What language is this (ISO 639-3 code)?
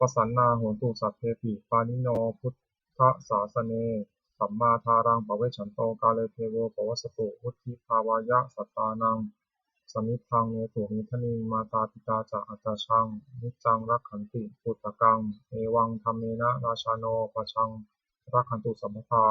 pli